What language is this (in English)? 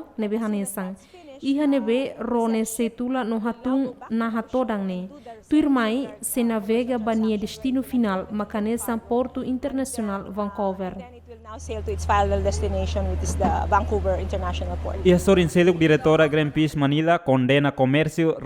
Tetum